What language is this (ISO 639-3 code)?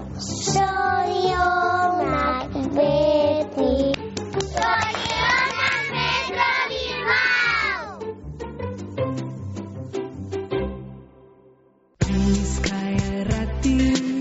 eus